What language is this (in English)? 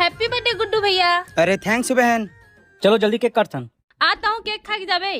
Chhattisgarhi